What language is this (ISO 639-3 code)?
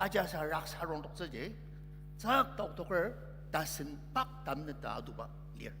njo